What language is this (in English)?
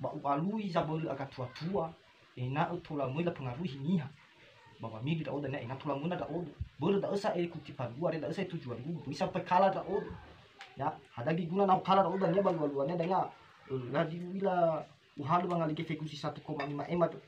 Nias